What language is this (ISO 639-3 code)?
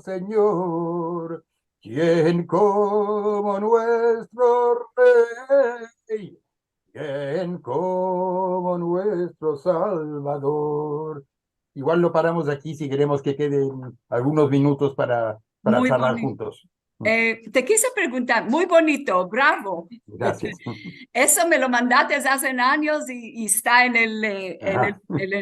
lad